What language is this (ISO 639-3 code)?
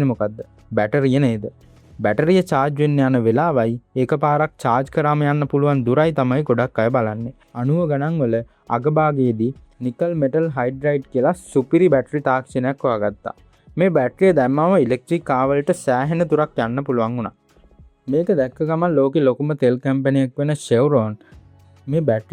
sin